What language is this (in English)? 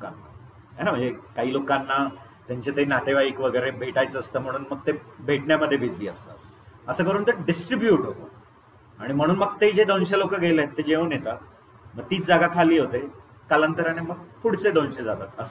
Marathi